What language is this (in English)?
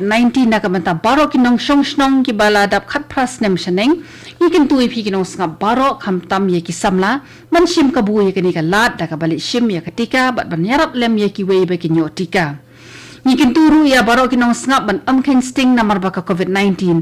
Khasi